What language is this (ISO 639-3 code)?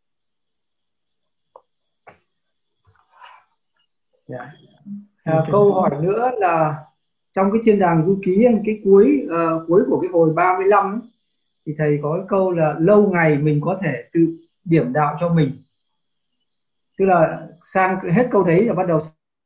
vie